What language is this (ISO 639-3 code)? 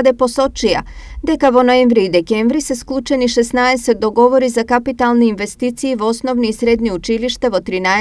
mkd